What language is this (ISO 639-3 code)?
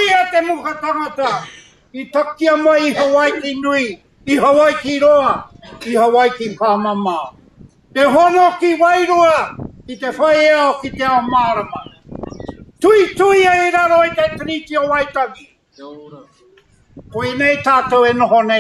mri